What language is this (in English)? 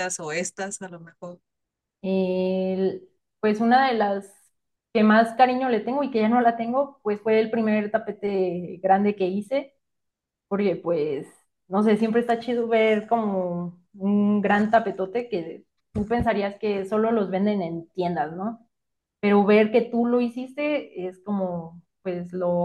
Spanish